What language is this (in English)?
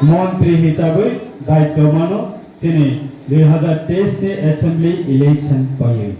Riang (India)